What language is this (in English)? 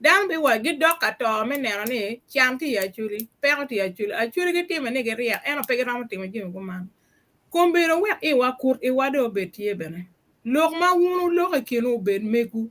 Acoli